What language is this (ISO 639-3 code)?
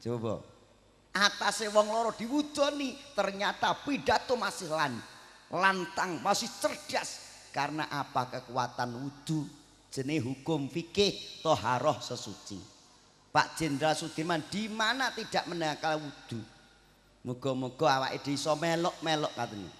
jav